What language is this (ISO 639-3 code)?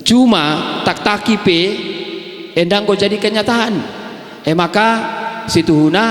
btx